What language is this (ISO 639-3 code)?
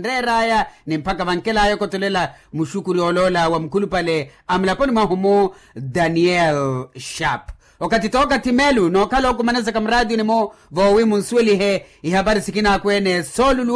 vmw